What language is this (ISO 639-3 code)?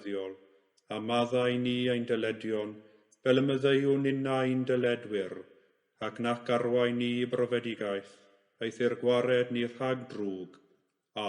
cym